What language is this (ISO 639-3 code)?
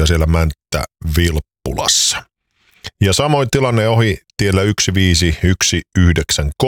fin